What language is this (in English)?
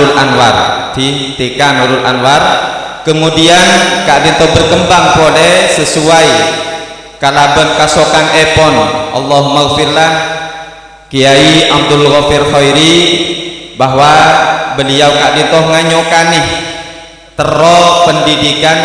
Madurese